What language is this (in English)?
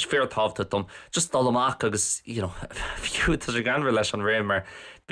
Irish